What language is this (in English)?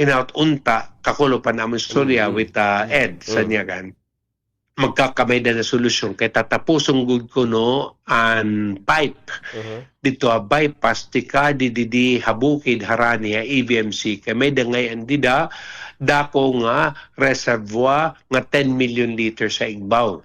Waray